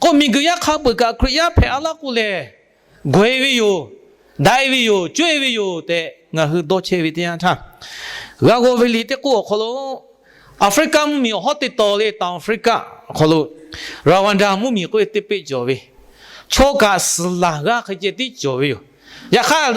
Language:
Lahu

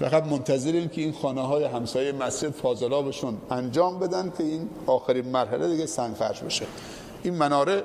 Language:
Persian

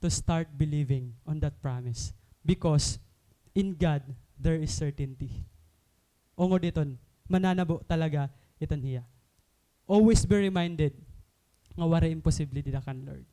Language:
Waray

